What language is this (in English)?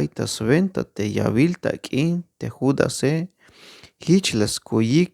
Tzeltal